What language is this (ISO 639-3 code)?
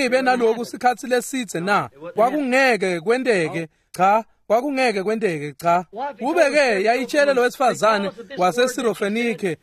ssw